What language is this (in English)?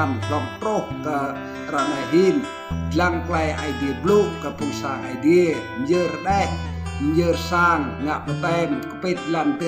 Rade